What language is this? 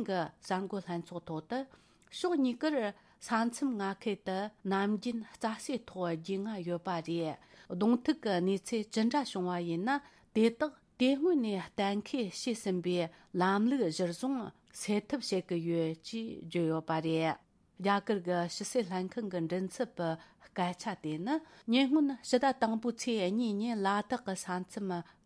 Tibetan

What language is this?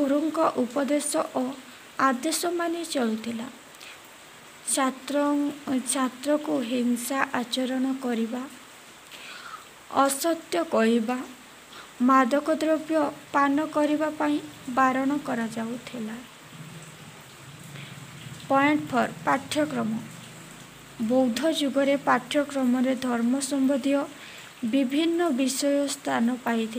Odia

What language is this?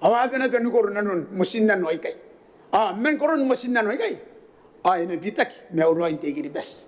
Gilbertese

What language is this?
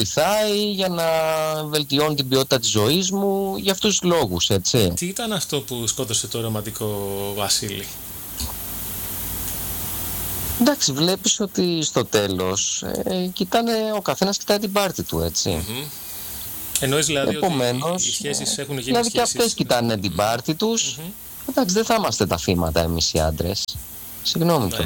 Greek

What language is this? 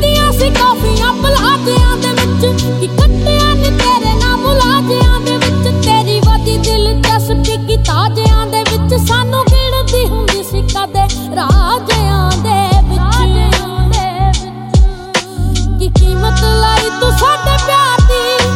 Punjabi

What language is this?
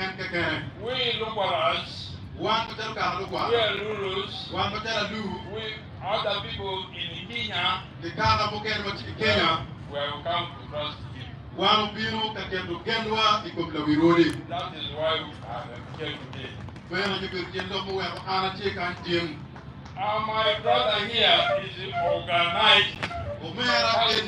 Acoli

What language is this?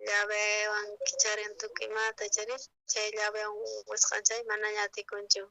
South Bolivian Quechua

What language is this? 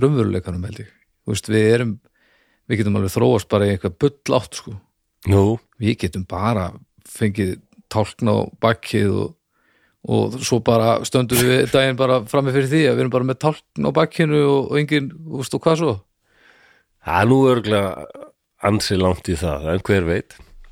Icelandic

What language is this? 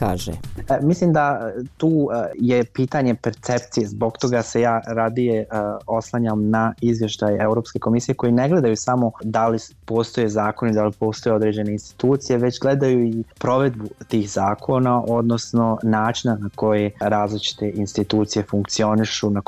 Bosnian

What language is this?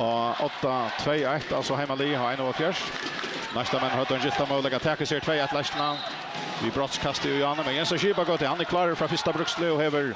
Faroese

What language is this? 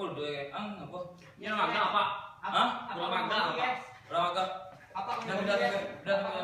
Minangkabau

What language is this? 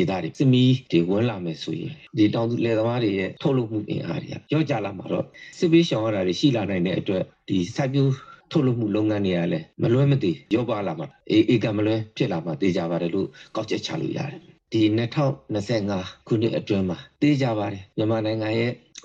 Burmese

